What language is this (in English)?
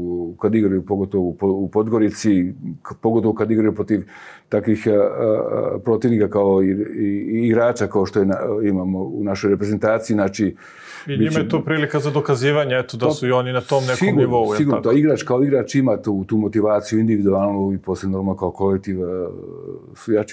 Serbian